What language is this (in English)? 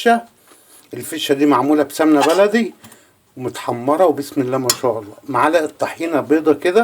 Egyptian Arabic